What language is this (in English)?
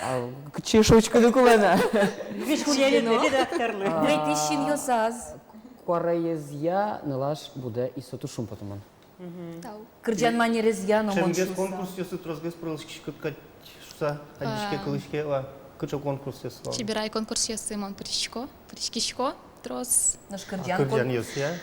Udmurt